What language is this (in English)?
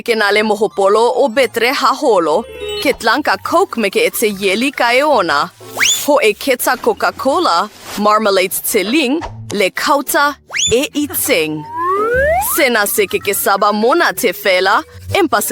Southern Sotho